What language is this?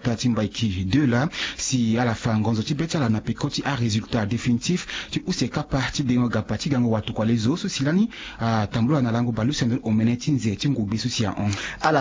Sango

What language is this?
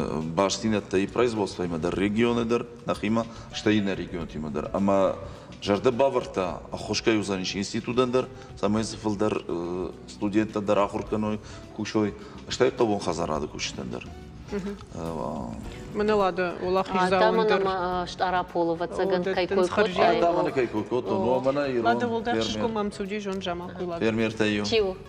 Ossetic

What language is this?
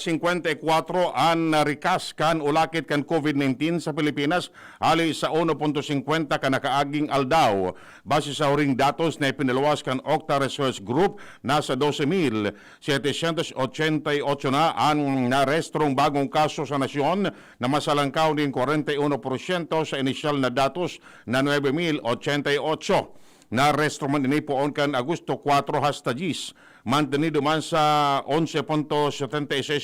Bikol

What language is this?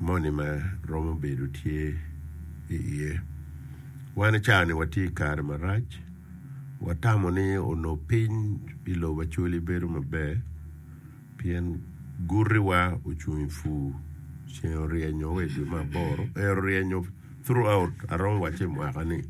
Acoli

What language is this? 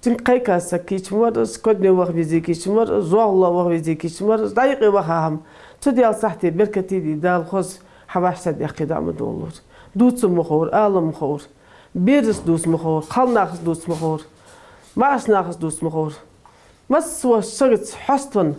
Ingush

